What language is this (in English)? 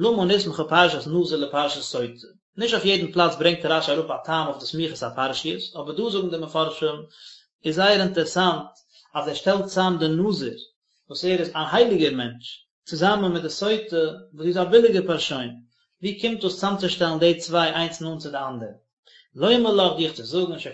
Yiddish